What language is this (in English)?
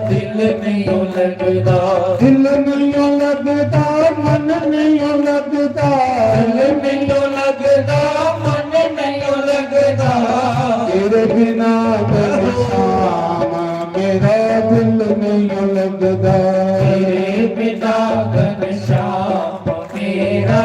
Dogri